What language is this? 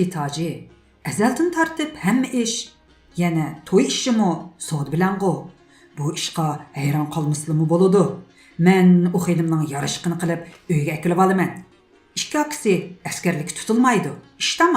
Uyghur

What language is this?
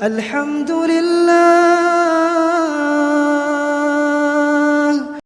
Minangkabau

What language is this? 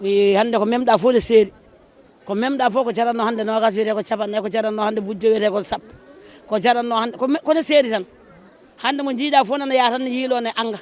Fula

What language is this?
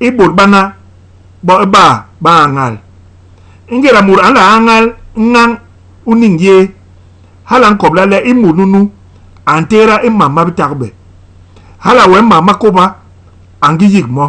Basaa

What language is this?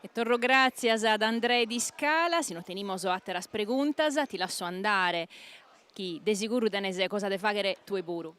Sardinian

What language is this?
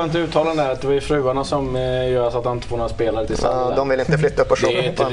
Swedish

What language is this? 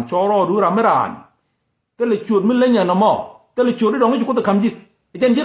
Nuer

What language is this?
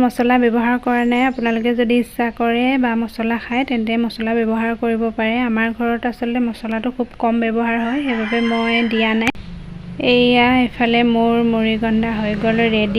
Assamese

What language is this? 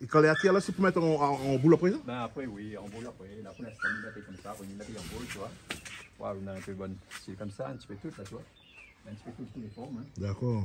Réunion Creole French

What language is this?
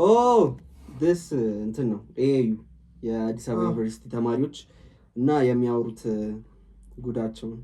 Amharic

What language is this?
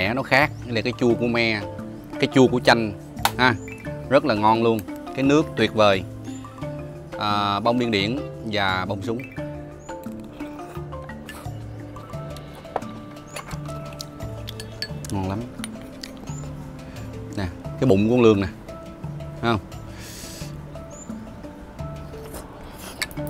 Vietnamese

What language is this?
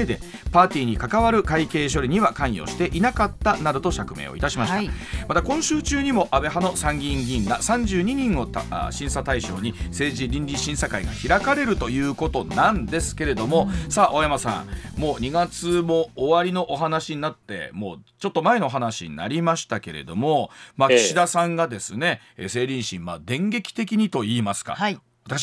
Japanese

